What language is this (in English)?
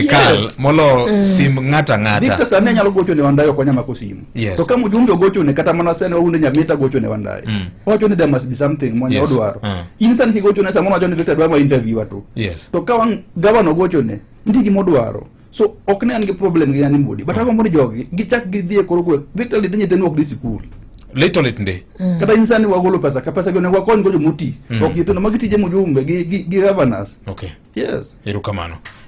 Luo (Kenya and Tanzania)